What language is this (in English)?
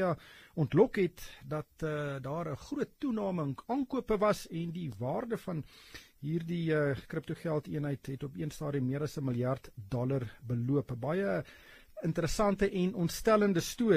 Afrikaans